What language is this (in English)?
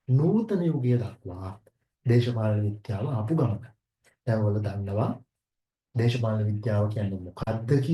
Sinhala